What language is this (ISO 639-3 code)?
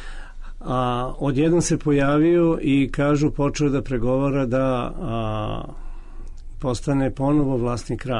srp